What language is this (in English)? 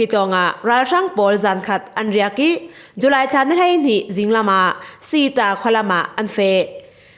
Falam Chin